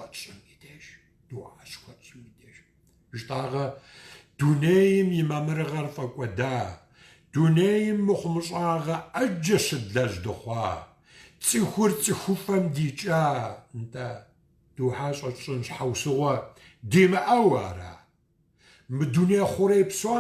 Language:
Kabardian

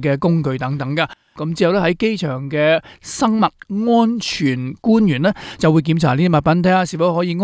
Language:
Cantonese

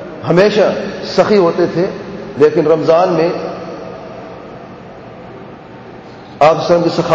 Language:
Urdu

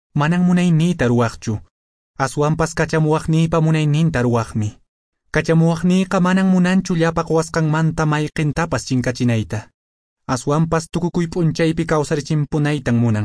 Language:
Quechua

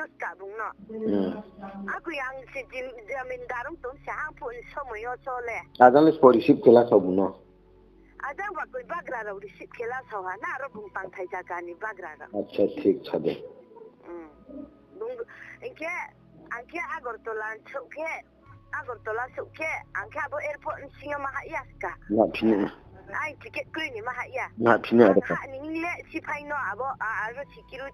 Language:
Riang (India)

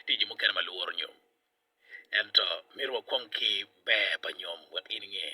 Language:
Acoli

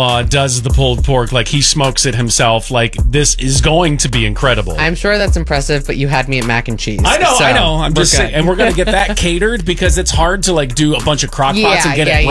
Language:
English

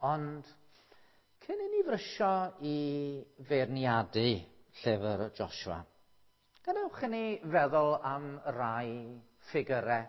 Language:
Welsh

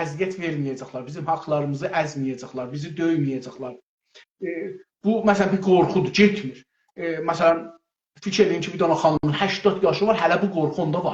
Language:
South Azerbaijani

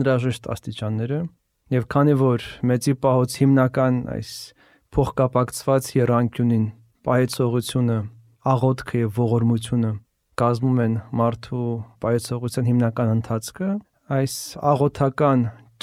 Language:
Armenian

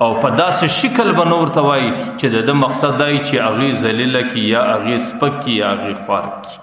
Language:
Pashto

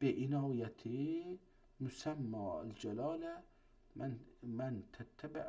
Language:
South Azerbaijani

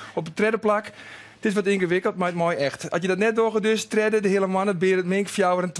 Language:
Western Frisian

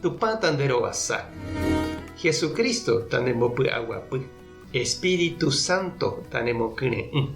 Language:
Guarani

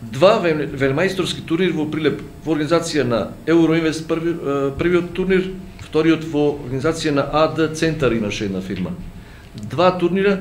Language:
Macedonian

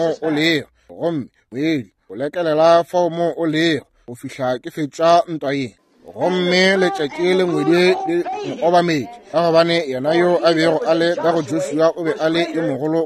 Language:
Northern Sotho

